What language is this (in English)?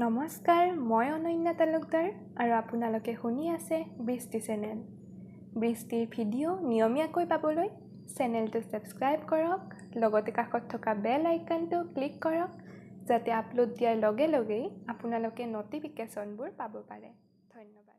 Assamese